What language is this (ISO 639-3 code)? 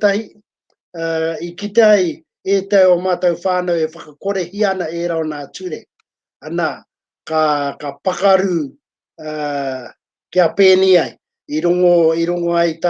mri